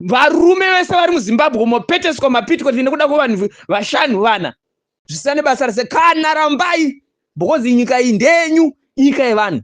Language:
Shona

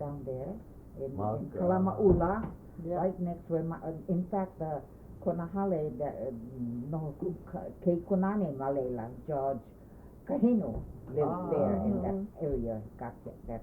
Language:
Hawaiian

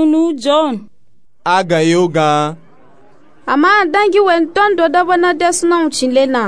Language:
Nupe-Nupe-Tako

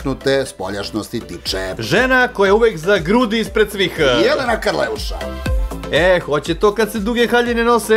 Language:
Serbian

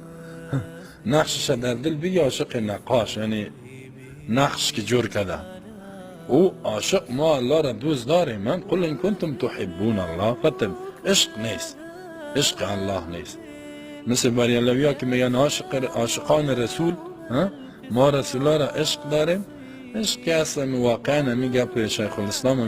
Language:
Tajik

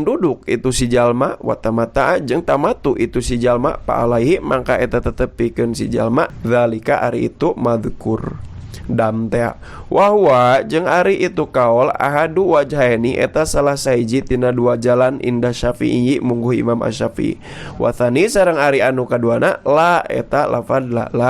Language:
Sundanese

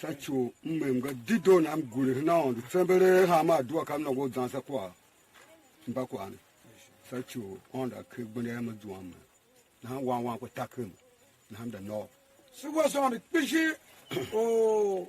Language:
Tiv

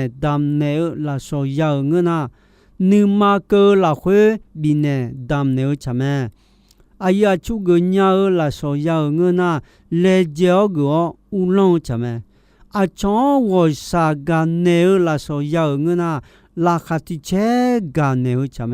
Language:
Akha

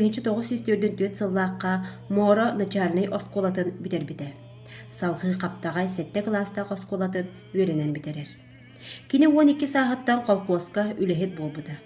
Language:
Yakut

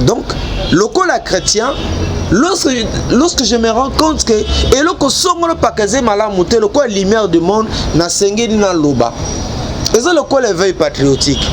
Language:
Lingala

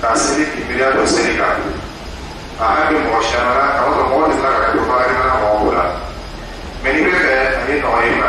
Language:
Dyula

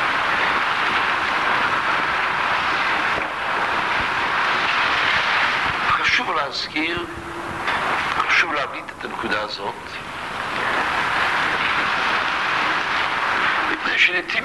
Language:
Hebrew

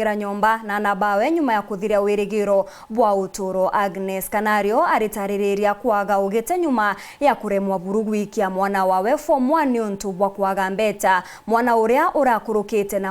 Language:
Meru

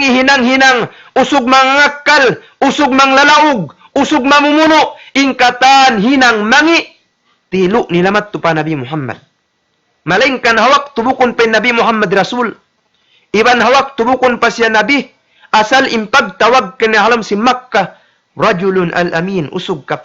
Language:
Tausug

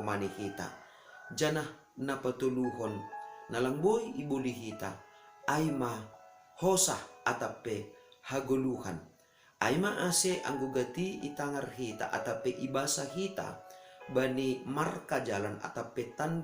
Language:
Batak Simalungun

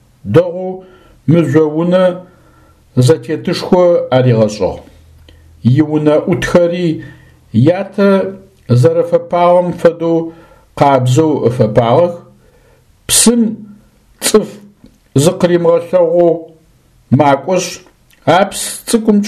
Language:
Adyghe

